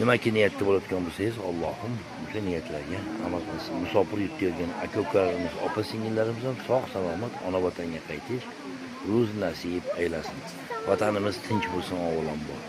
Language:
Uzbek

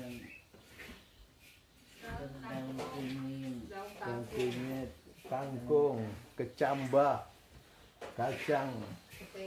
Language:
Indonesian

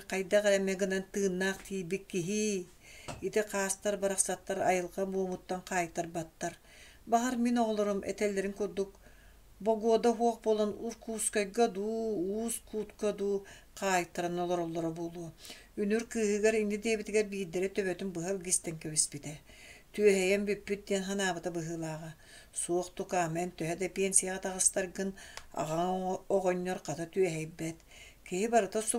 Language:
Yakut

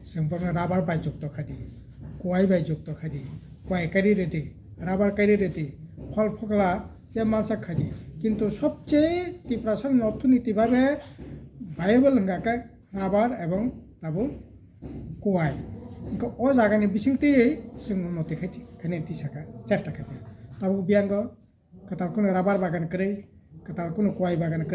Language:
Kok Borok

